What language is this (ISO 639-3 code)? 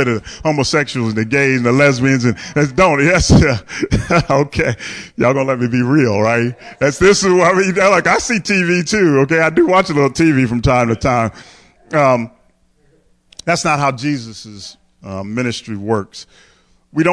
eng